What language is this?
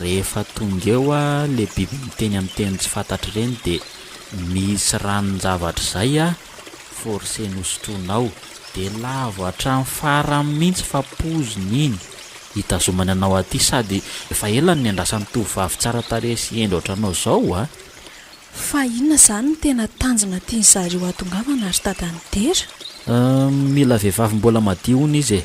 Malagasy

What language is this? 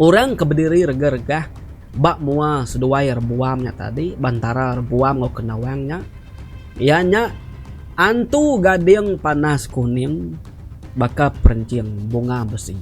Iban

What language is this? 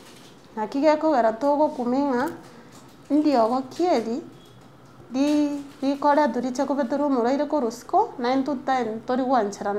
Gusii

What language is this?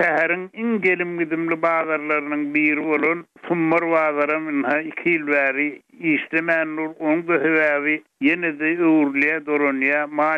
Turkmen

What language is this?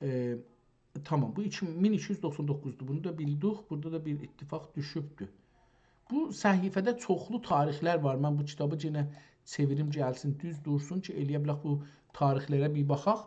South Azerbaijani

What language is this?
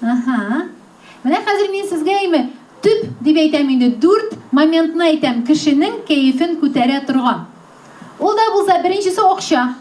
Tatar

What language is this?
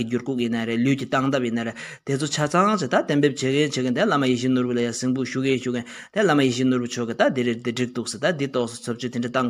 Tibetan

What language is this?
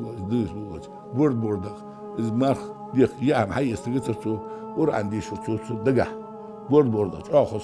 Ingush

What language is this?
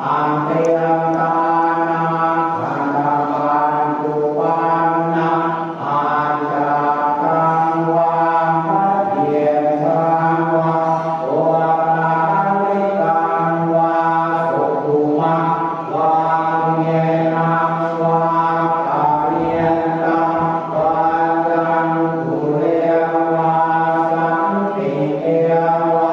Pali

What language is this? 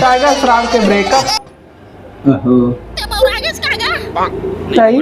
Chhattisgarhi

